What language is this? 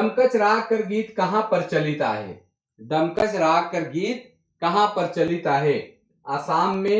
Sadri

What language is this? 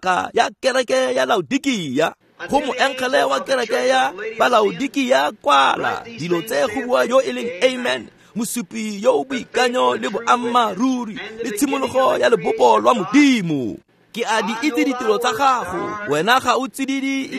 Tswana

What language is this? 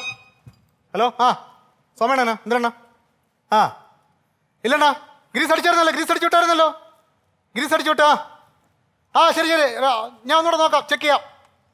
Malayalam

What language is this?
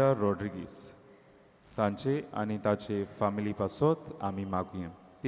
Konkani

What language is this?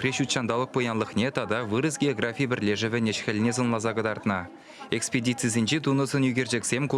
Chuvash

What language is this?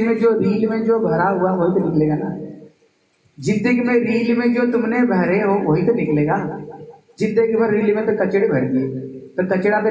Hindi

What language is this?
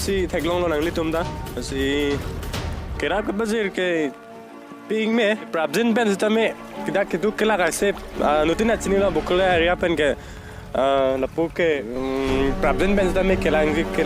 Karbi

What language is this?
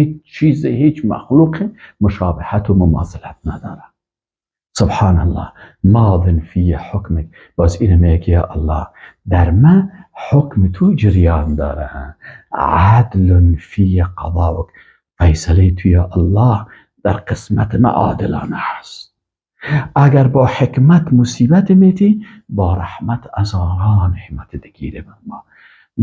Persian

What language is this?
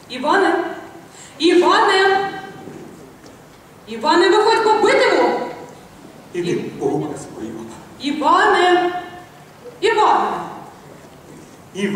Ukrainian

